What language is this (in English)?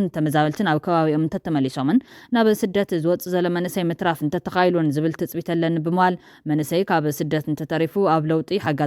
Tigrinya